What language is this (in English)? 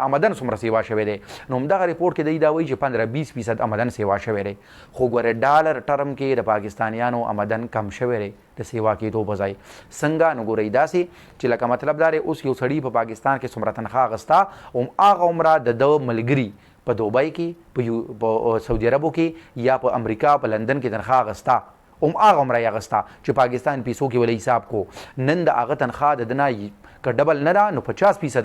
Pashto